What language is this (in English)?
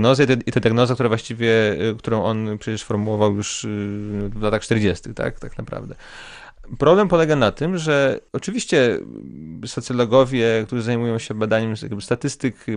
Polish